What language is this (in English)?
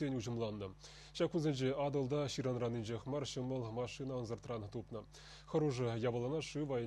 Chuvash